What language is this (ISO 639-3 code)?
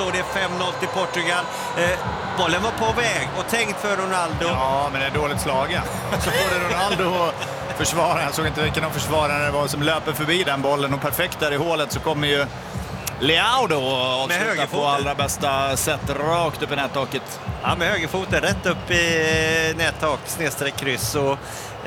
swe